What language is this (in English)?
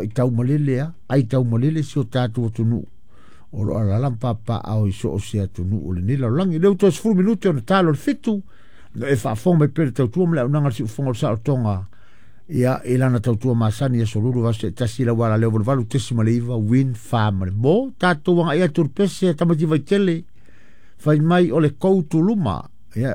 Samoan